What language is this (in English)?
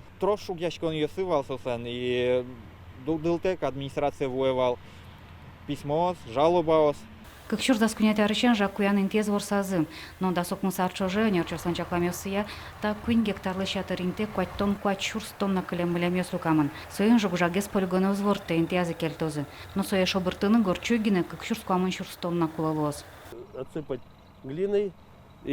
Udmurt